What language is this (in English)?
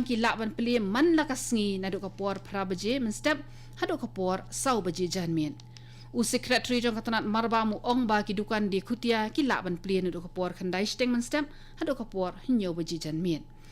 Khasi